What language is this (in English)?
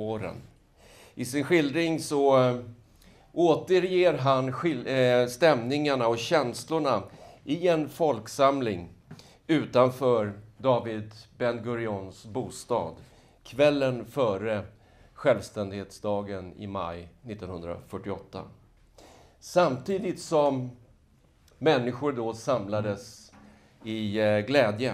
Swedish